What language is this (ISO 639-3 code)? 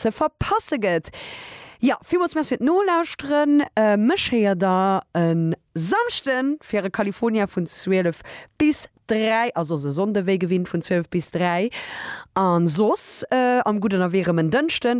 ltz